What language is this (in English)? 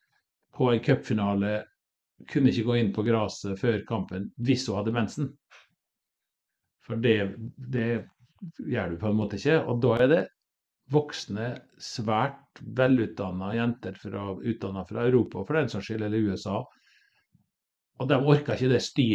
Norwegian